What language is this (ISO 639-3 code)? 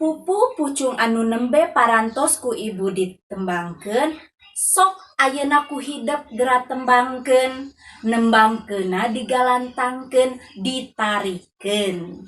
sun